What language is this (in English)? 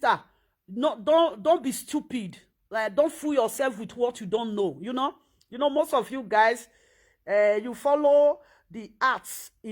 Nigerian Pidgin